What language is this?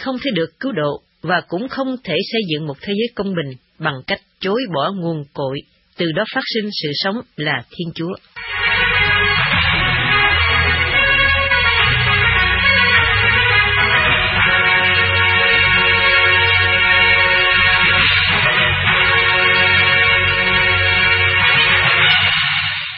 Vietnamese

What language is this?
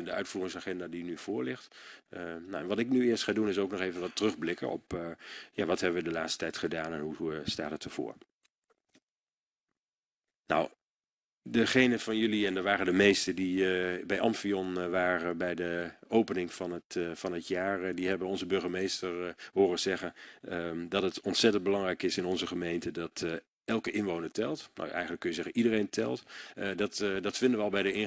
Dutch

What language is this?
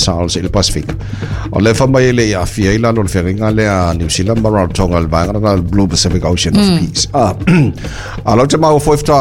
Samoan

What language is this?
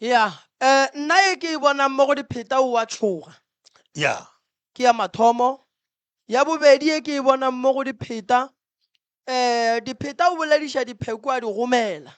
Northern Sotho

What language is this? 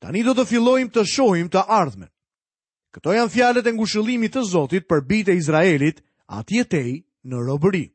Albanian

